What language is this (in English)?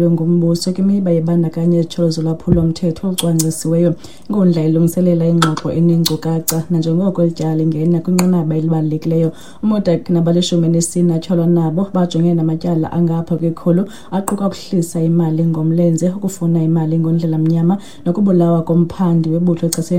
Xhosa